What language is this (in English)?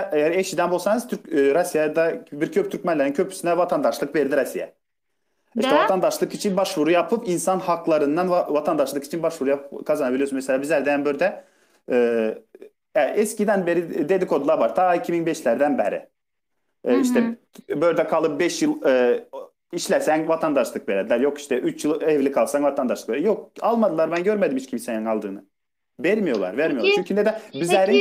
Turkmen